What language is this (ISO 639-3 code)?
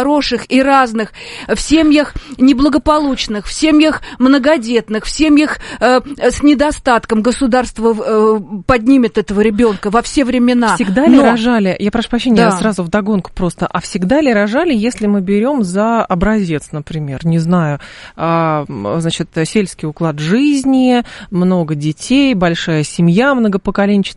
rus